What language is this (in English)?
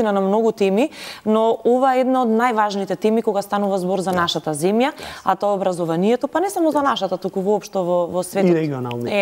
Macedonian